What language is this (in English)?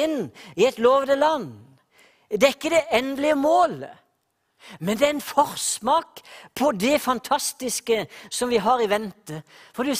Norwegian